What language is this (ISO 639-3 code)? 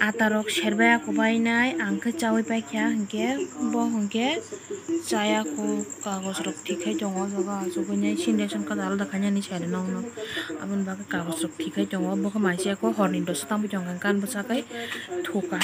trp